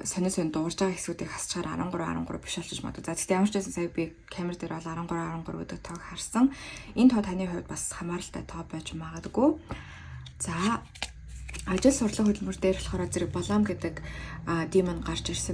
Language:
Mongolian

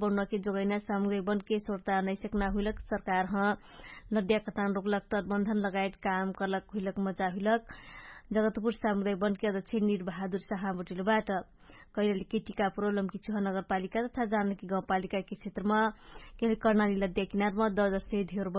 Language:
Dangaura Tharu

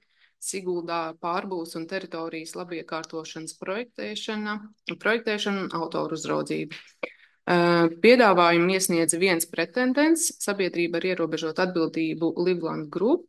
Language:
Latvian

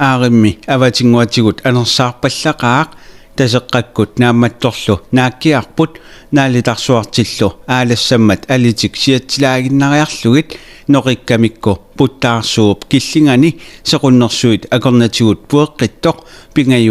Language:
Kalaallisut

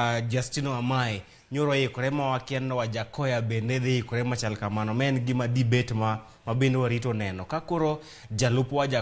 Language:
Luo (Kenya and Tanzania)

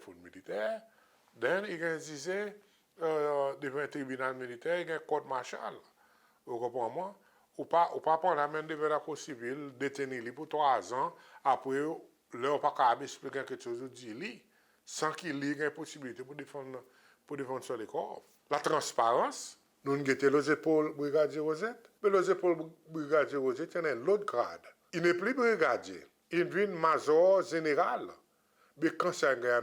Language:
Seselwa Creole French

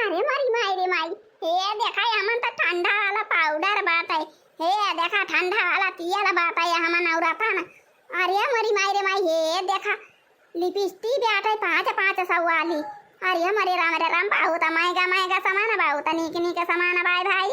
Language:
Awadhi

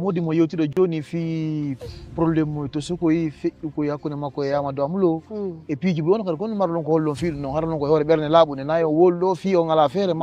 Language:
Fula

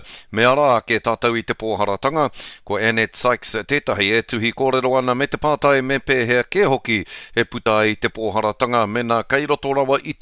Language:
Māori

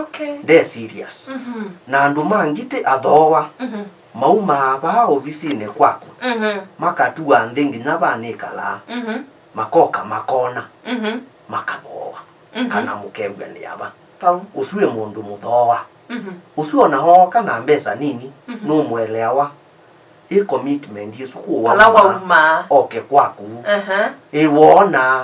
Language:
Kamba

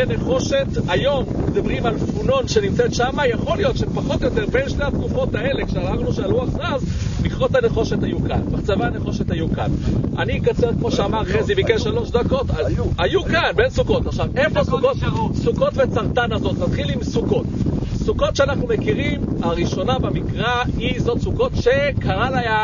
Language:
Hebrew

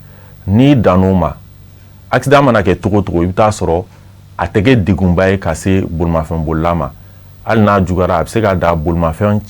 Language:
Bambara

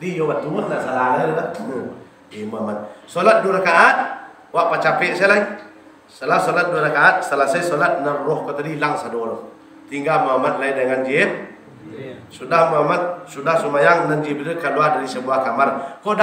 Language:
Minangkabau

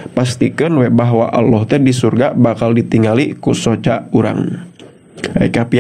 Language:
Sundanese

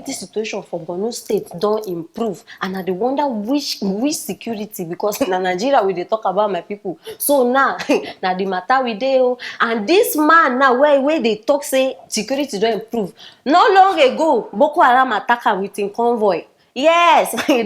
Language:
Nigerian Pidgin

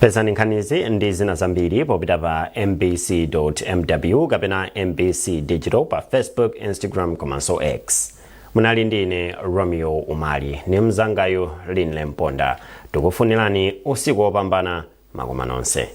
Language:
Nyanja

